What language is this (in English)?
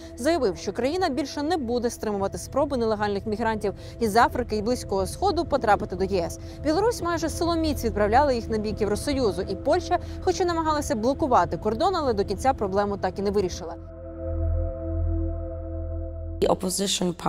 Ukrainian